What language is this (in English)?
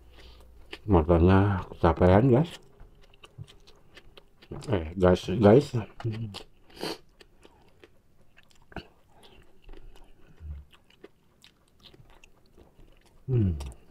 Indonesian